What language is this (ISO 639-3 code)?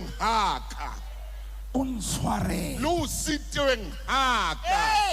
sot